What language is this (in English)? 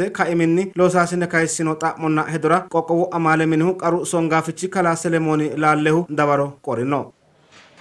Sidamo